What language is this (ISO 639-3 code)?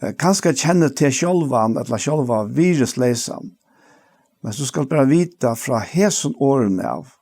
fao